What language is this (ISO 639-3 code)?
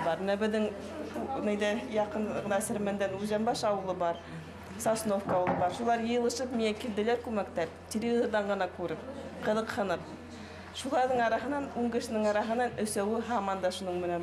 bak